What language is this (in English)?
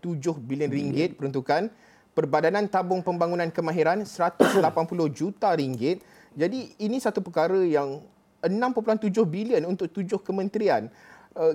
Malay